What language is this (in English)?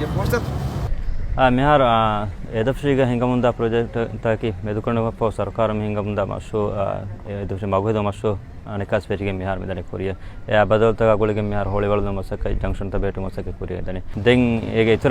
Divehi